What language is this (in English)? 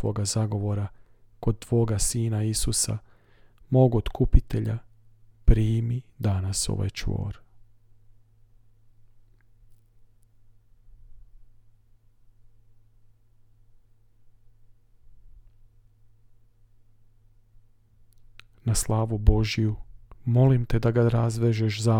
Croatian